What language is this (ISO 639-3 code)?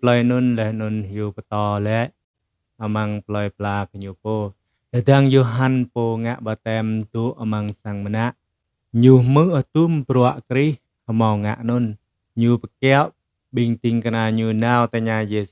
jra